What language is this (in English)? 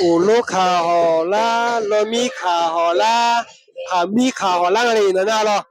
Akha